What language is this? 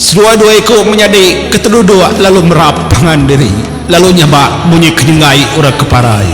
Iban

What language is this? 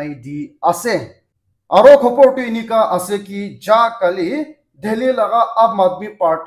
Naga Pidgin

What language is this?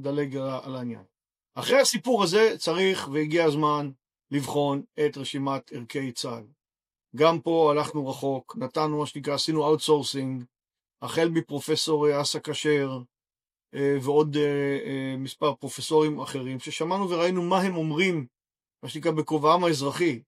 Hebrew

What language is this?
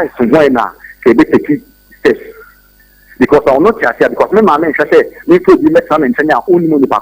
Akan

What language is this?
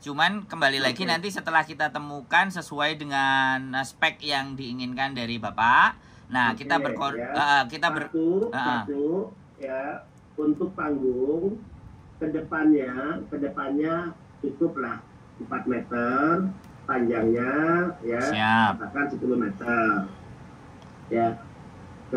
Indonesian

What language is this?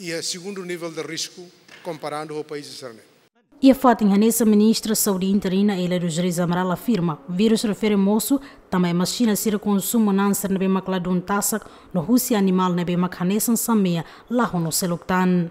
Tetum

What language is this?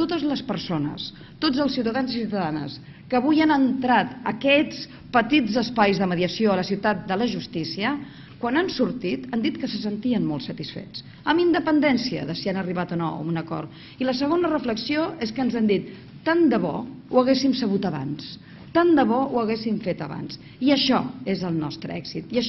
Catalan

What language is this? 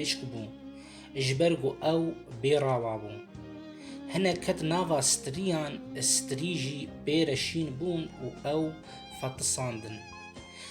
Kurdish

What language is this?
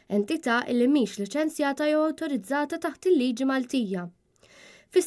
Maltese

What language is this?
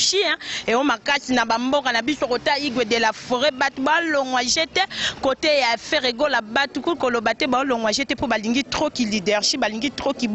Lingala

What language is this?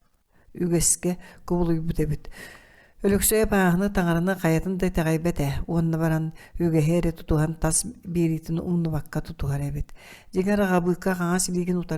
Yakut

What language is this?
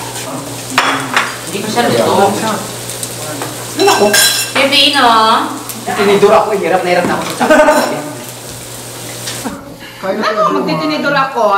Filipino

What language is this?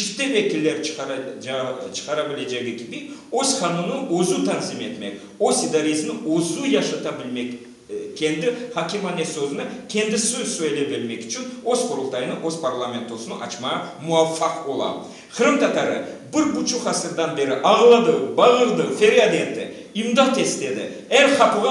Crimean Tatar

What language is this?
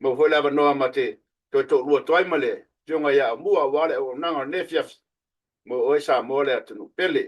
Samoan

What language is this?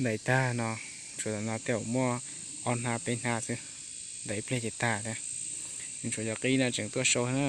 Hmong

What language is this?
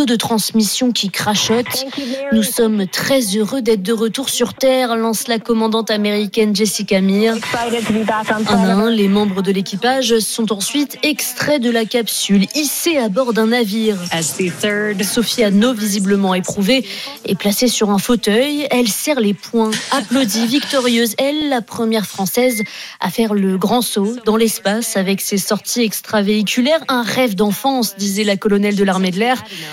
French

